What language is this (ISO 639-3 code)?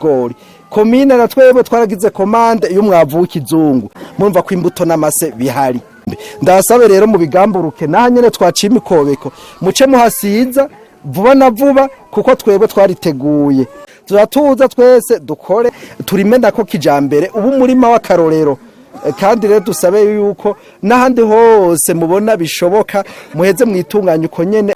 run